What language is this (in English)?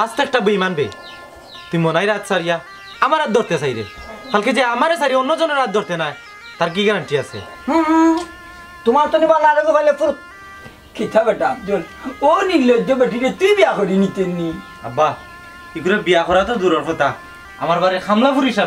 Sylheti